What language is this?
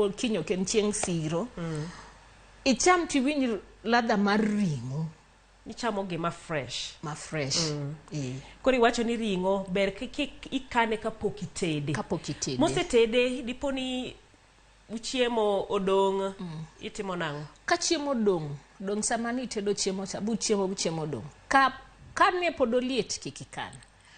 Luo (Kenya and Tanzania)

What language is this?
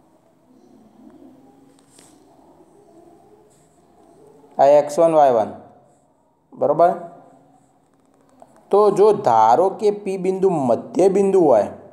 Gujarati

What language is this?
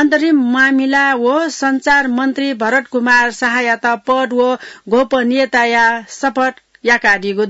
Newari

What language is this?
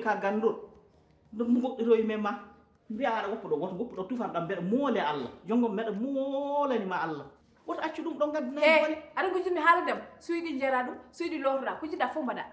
Fula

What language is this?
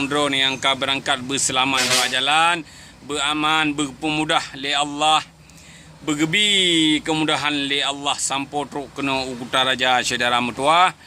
Achinese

